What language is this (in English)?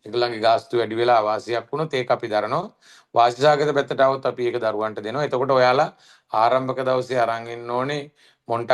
Sinhala